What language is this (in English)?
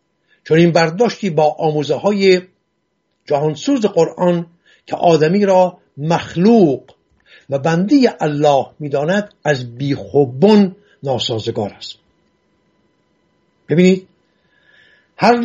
Persian